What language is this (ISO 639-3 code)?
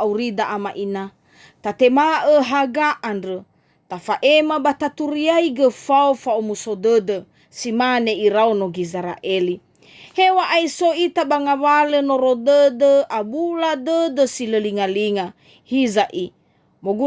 nia